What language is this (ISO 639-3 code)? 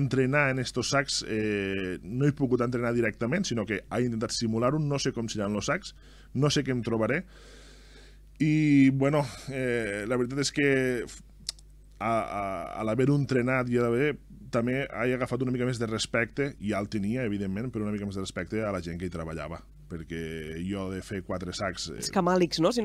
cat